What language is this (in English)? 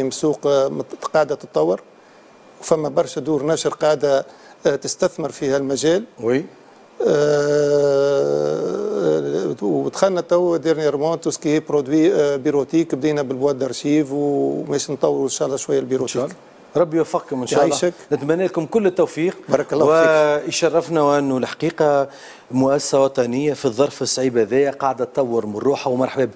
Tunisian Arabic